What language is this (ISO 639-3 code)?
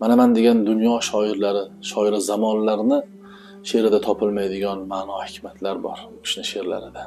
uzb